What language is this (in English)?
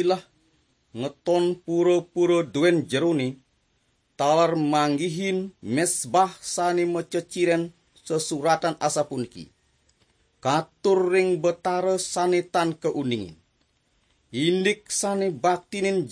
Balinese